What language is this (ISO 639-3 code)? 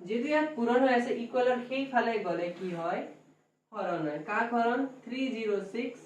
asm